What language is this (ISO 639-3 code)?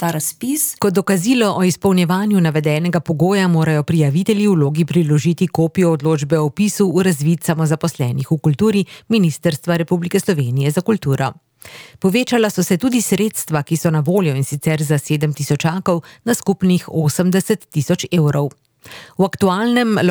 slv